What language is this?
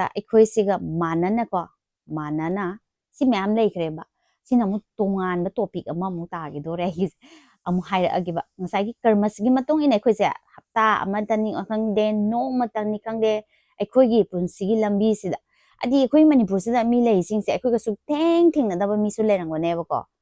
Manipuri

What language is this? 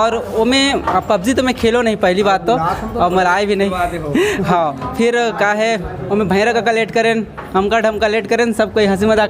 Chhattisgarhi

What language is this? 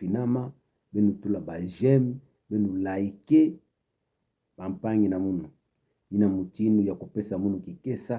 Kituba (Democratic Republic of Congo)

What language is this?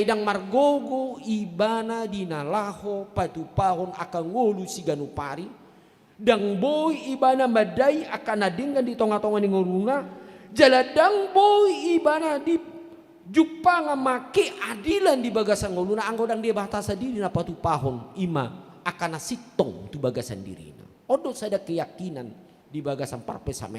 Batak Toba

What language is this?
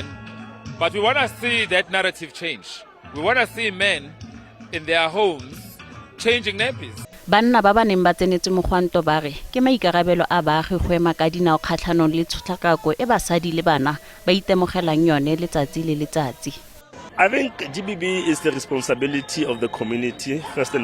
Tswana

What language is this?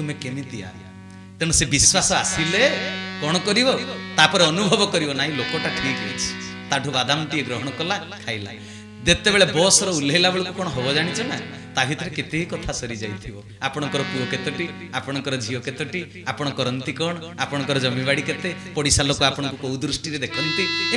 Odia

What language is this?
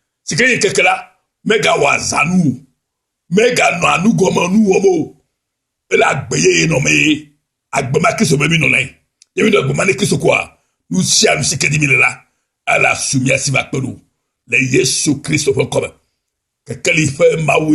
Ewe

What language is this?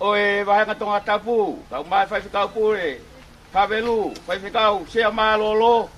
Tongan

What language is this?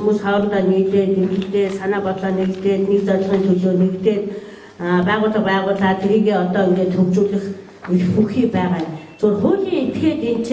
Mongolian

